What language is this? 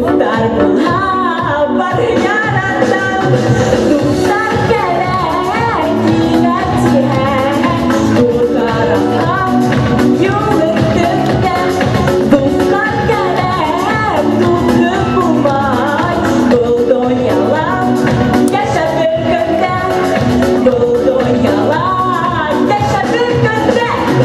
Bashkir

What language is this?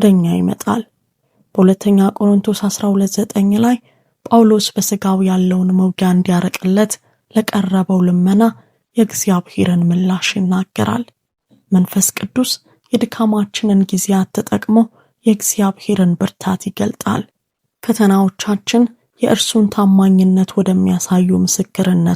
Amharic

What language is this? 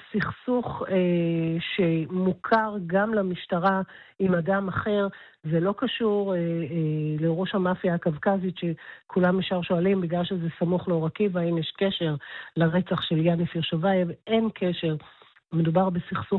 Hebrew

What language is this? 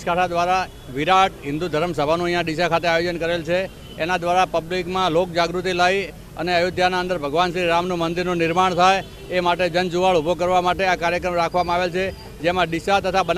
Gujarati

